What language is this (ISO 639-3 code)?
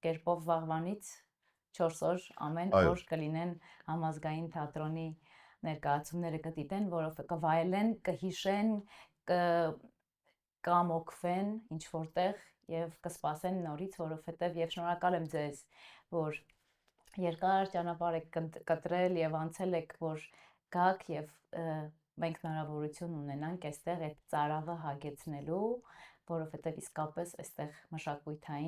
hyw